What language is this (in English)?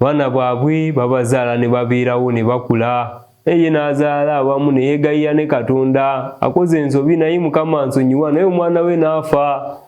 Ganda